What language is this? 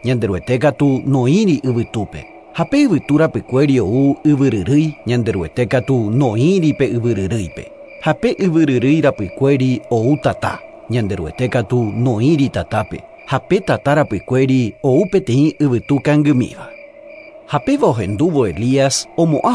Guarani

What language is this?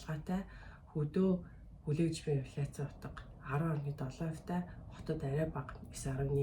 Mongolian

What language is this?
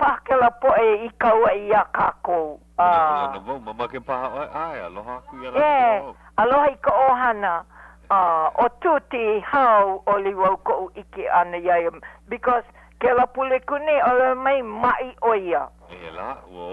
Hawaiian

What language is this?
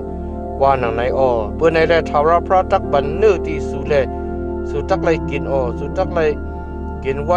Shan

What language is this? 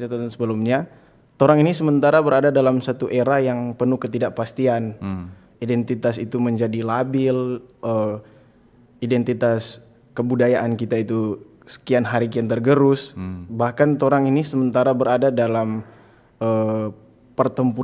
Manado Malay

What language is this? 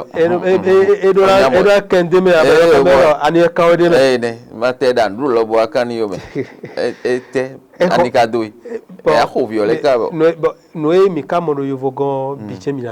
Fon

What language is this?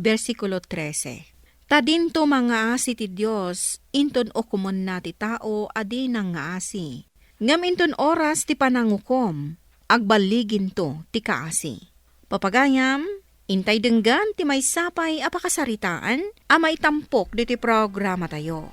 Iloko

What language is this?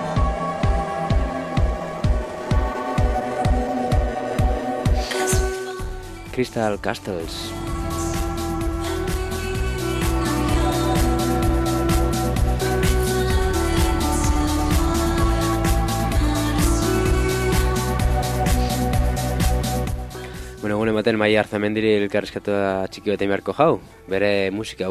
Basque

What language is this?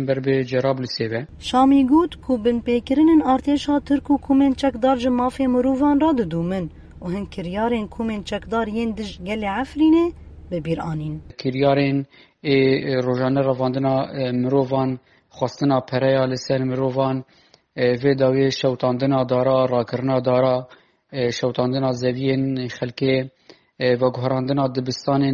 Kurdish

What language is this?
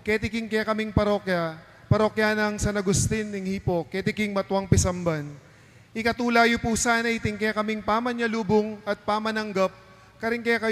Pampanga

